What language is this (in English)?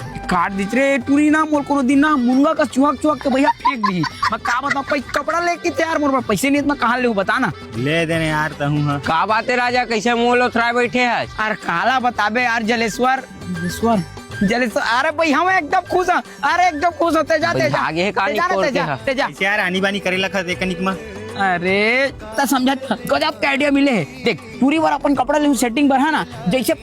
Chhattisgarhi